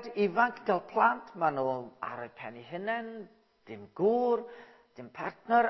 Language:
Welsh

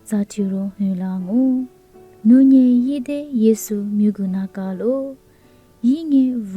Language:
Lisu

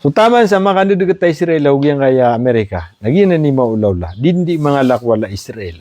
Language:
Maranao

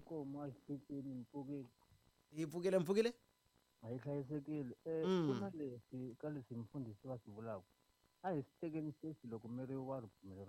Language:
Tsonga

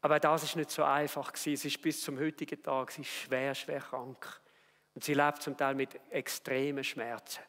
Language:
Swiss German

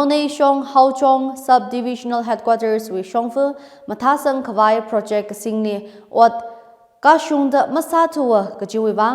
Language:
Tangkhul Naga (India)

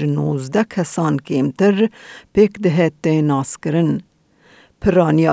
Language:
Kurdish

